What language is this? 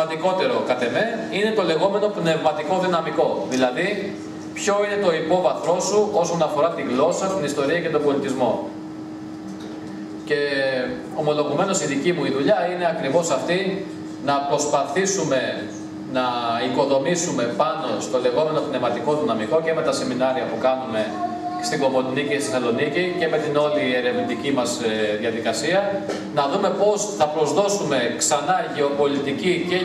Greek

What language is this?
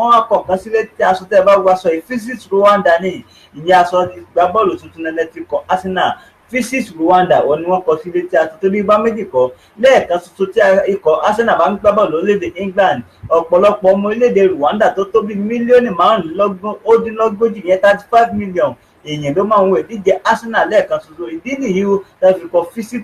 Yoruba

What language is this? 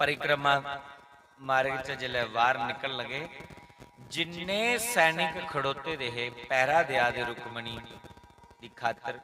Dogri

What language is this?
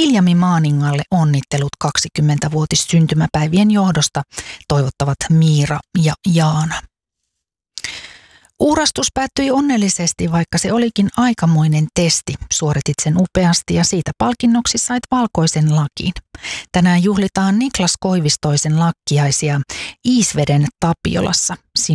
Finnish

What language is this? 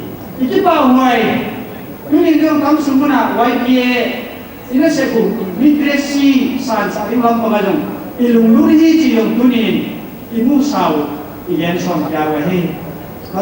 Paite Chin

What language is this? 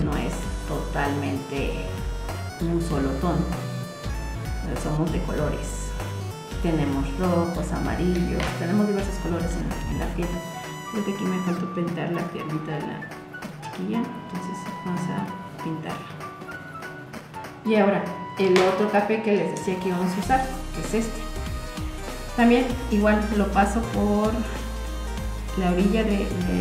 Spanish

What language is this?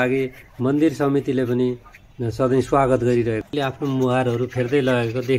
Nepali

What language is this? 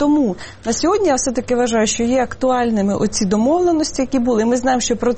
Ukrainian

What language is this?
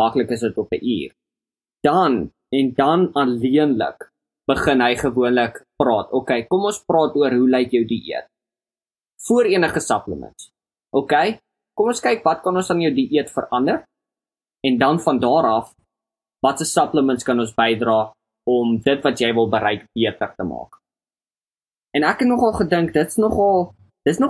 Afrikaans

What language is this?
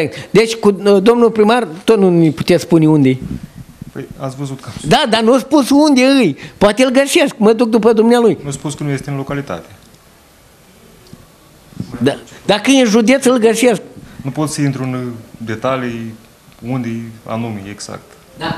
Romanian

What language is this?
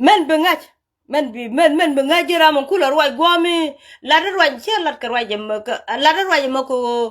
Nuer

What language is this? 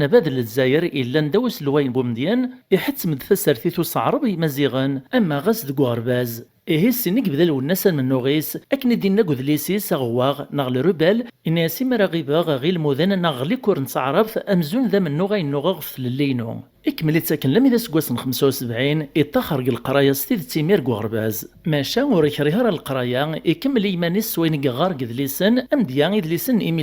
Kabyle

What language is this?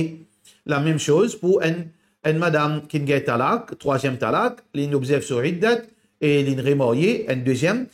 Morisyen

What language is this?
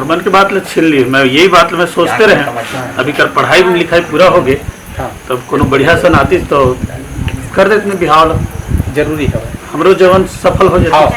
Chhattisgarhi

